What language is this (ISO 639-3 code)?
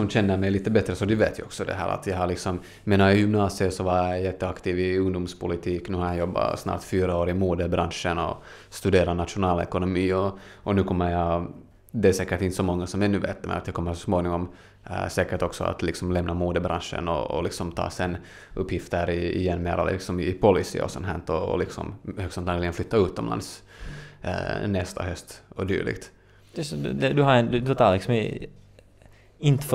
swe